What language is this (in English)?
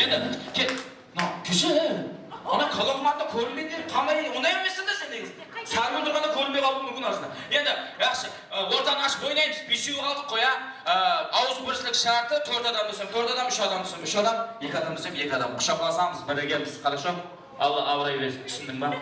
Kara-Kalpak